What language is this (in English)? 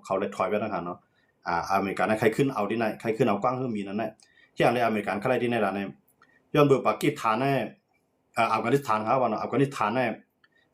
Shan